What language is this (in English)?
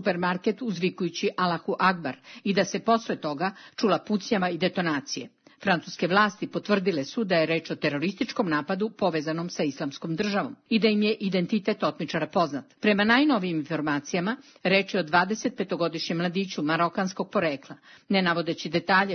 Serbian